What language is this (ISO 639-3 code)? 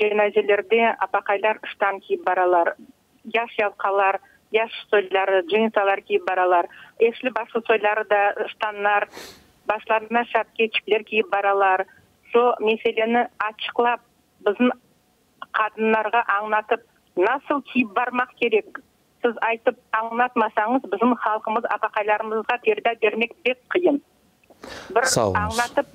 crh